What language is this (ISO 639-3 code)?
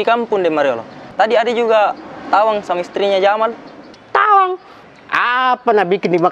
mfp